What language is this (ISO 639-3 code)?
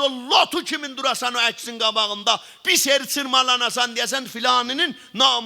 azb